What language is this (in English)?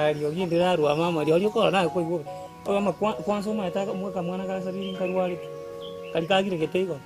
Gusii